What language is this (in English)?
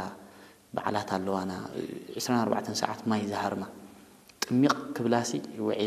Tigrinya